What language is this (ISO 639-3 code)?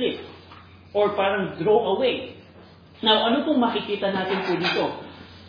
fil